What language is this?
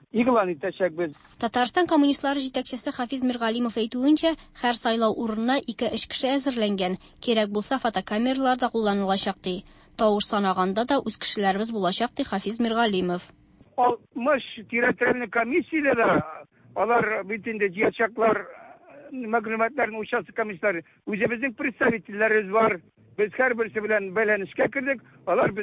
Tatar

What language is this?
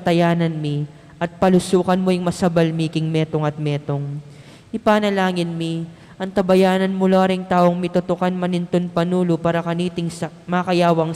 Pampanga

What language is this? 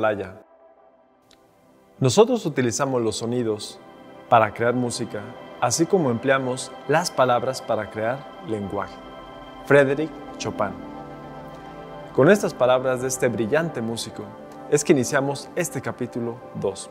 Spanish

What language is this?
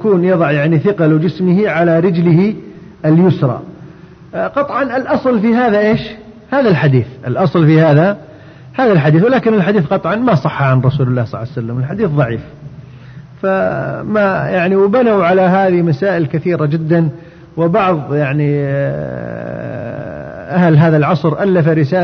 Arabic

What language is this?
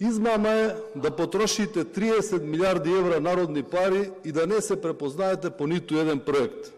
Macedonian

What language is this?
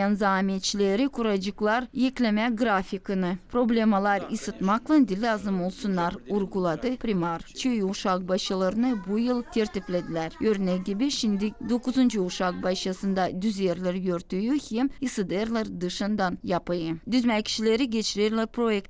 Gagauz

